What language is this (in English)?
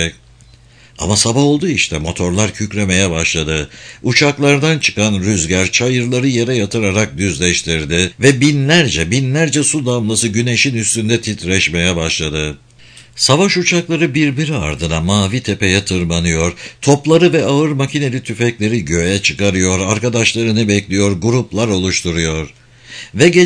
Turkish